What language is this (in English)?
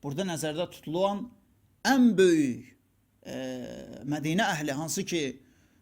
Azerbaijani